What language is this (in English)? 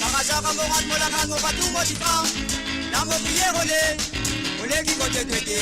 Morisyen